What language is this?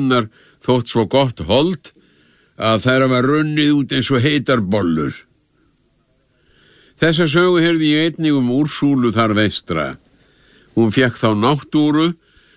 Icelandic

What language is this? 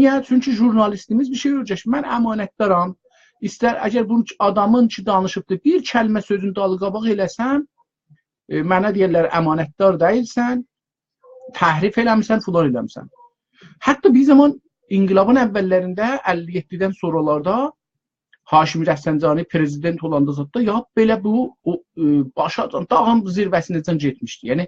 South Azerbaijani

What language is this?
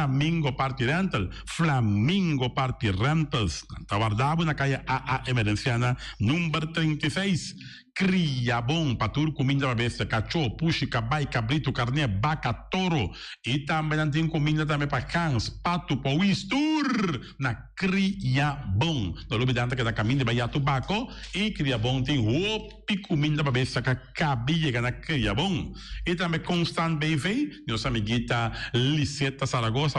Papiamento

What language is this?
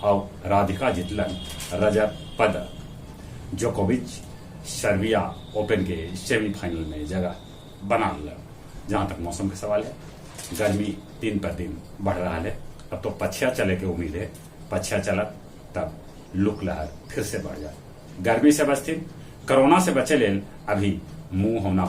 Magahi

